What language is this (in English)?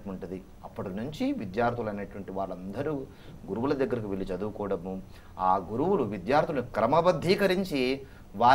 Telugu